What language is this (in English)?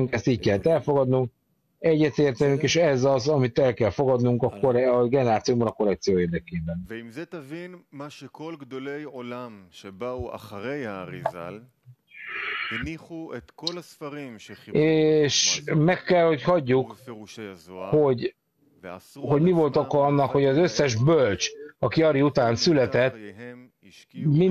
Hungarian